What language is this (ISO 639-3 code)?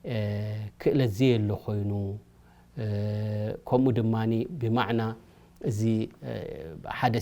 tir